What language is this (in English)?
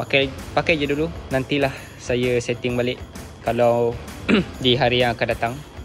Malay